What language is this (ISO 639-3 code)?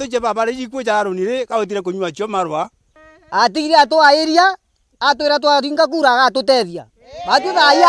mer